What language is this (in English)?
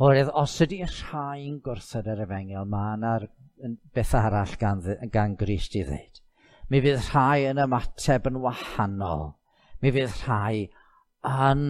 Welsh